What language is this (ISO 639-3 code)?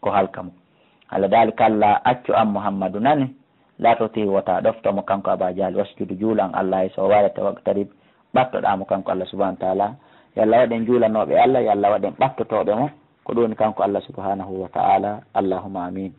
ful